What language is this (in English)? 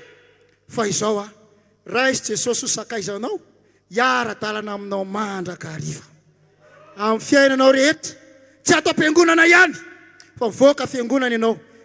Malagasy